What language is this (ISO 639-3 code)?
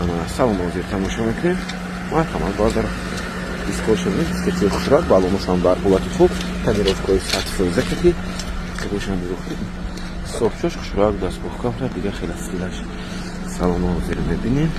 tgk